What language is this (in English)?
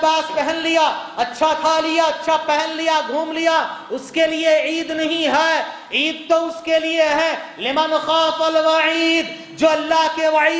Urdu